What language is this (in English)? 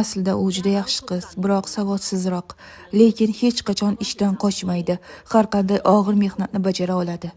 Uzbek